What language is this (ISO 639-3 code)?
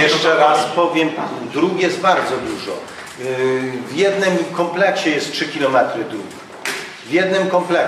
pol